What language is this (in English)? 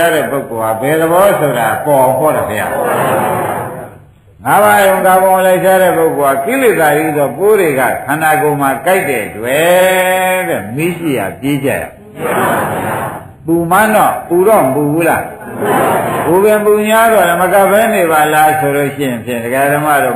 Burmese